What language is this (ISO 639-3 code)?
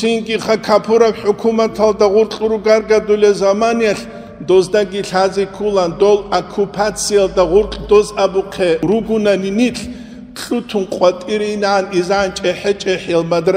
ava